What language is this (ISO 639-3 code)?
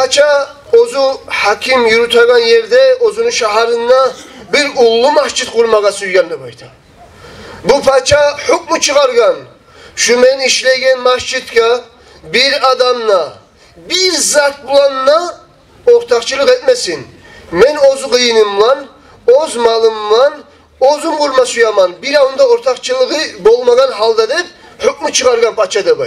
kum